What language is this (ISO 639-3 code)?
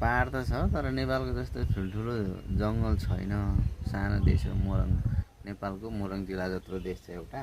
nep